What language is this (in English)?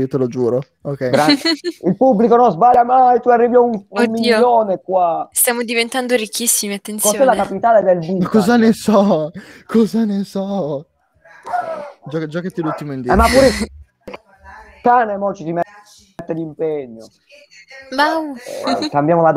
Italian